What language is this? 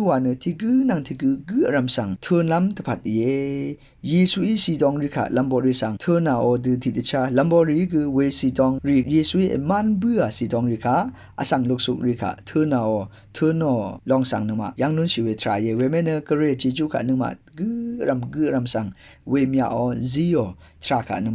Rawang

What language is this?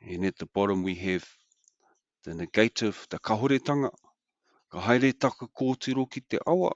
Māori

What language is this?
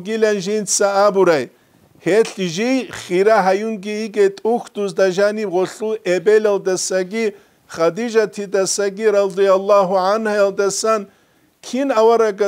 Avaric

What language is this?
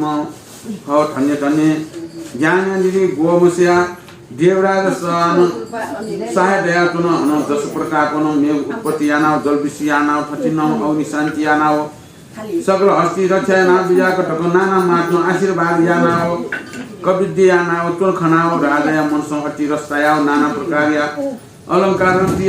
Newari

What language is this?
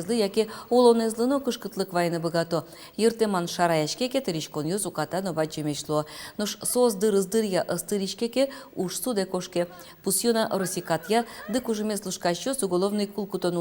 Udmurt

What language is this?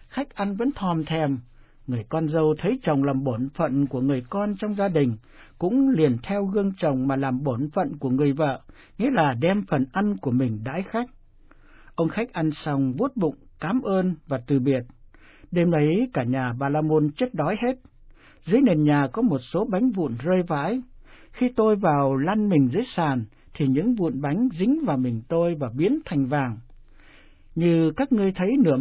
Vietnamese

